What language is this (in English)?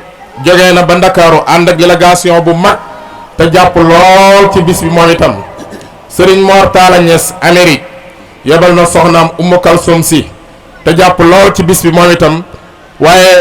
Wolof